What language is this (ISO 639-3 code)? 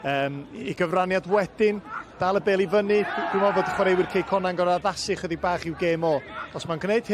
cym